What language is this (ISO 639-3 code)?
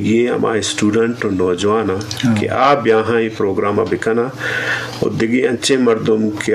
bgp